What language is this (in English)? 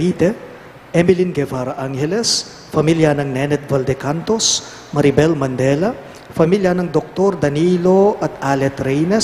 Pampanga